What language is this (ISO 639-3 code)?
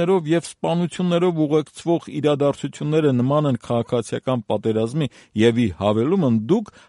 hye